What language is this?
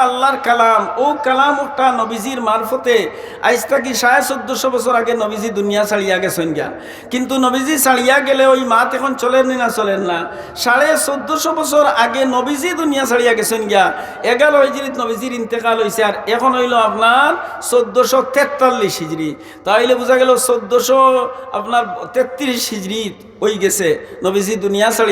Sylheti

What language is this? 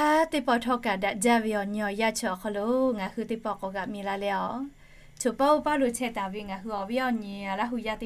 Lahu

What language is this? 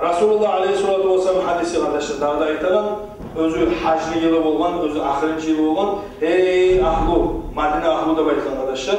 Kumyk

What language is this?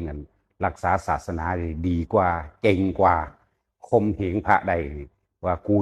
Lao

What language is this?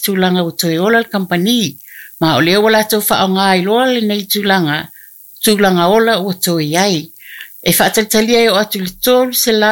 Samoan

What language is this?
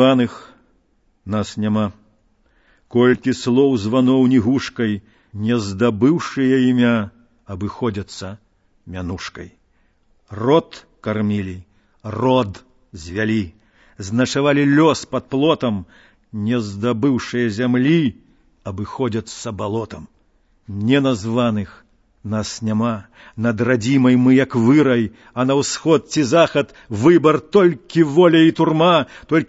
Belarusian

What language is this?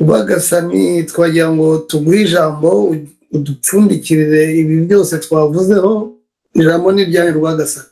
Kinyarwanda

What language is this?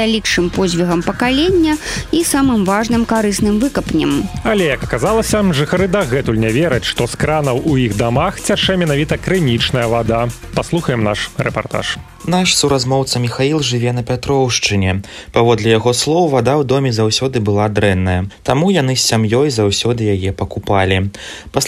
Belarusian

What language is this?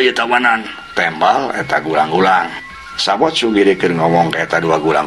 Sundanese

